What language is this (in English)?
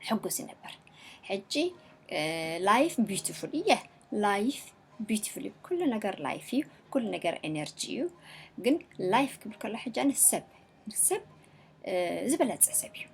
Tigrinya